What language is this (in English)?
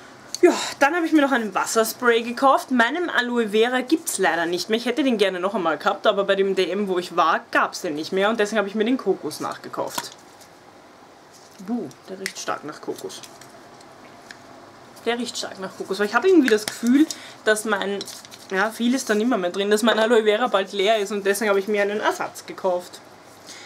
German